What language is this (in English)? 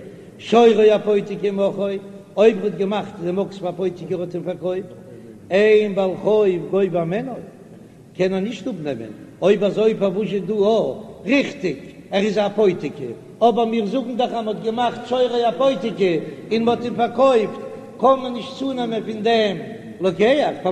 Yiddish